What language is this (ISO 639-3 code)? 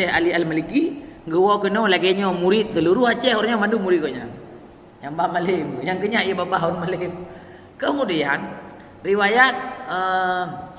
ace